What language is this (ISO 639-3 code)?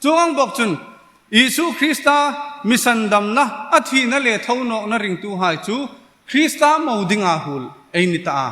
hmr